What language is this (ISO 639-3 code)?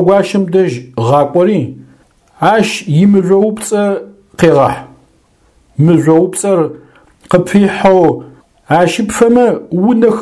ady